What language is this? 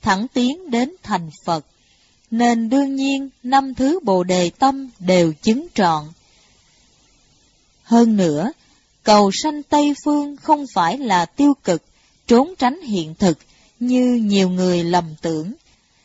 Vietnamese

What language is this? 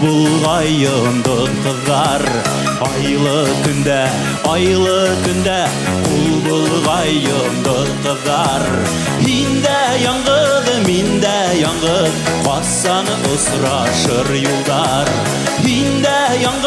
Bashkir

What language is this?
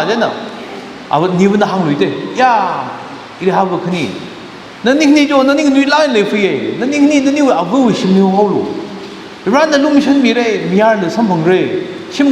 Tangkhul Naga (India)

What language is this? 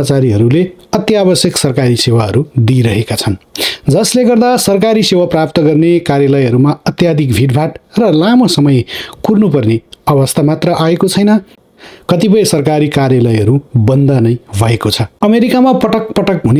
Nepali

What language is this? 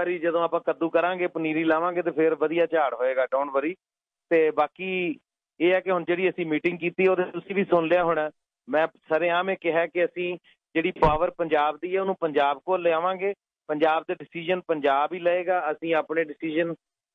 Punjabi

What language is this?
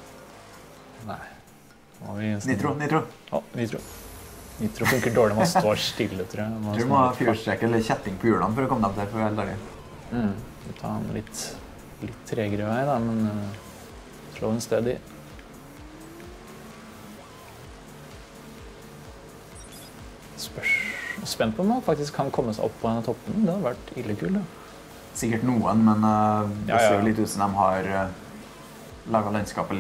Norwegian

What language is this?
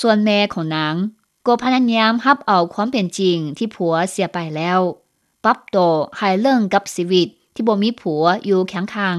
Lao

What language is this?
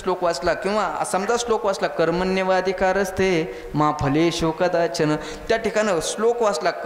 Marathi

